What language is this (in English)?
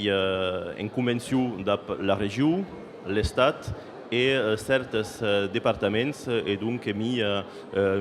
Occitan